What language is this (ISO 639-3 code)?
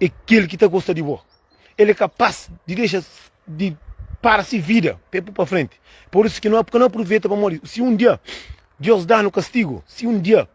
kea